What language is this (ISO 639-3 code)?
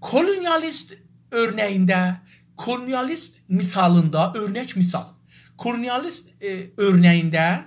azb